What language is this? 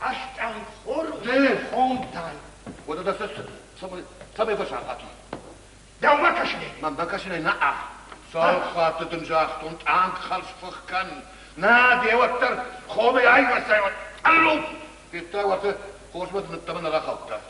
Ossetic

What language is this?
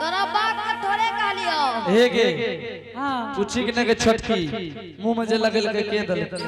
Angika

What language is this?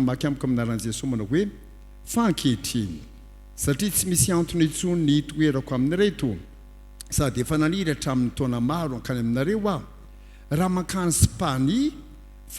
Malagasy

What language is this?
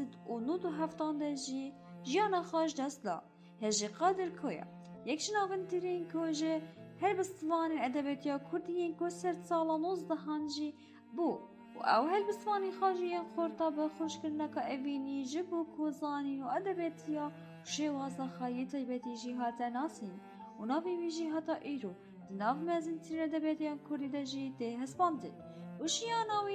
Kurdish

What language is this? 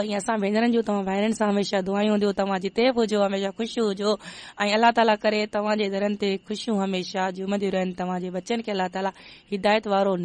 Sindhi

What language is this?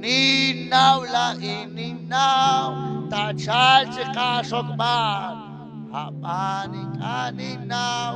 Kekchí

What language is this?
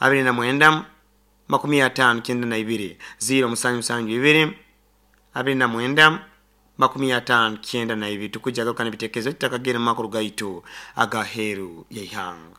Nyoro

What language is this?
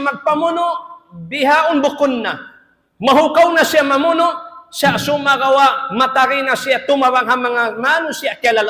Tausug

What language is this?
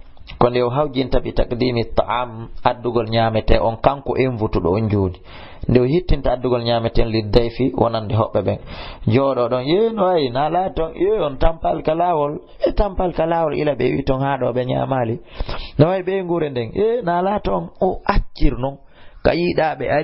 Fula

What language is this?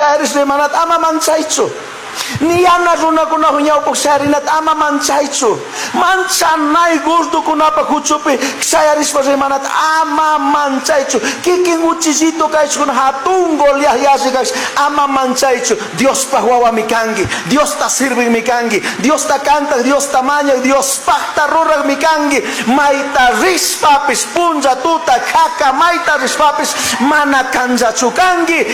Chimborazo Highland Quichua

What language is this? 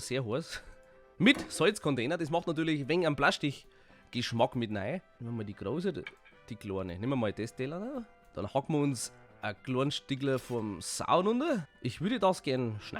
Bavarian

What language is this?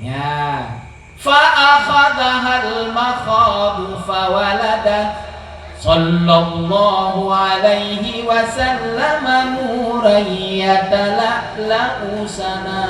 Achinese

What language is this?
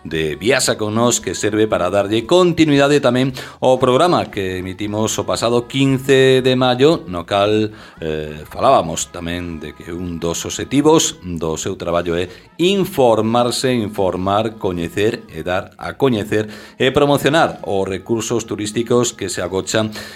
Galician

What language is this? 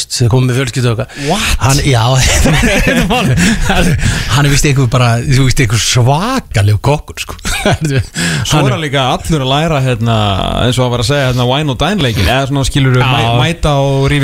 Icelandic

